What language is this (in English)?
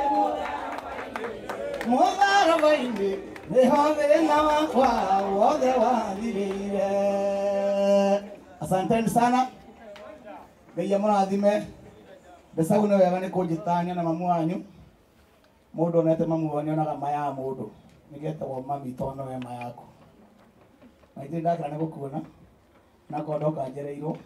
Kikuyu